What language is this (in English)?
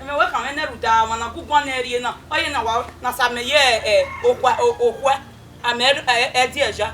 Bini